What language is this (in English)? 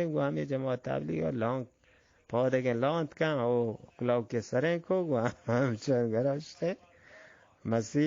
Eastern Balochi